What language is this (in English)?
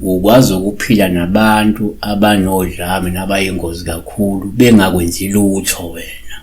Zulu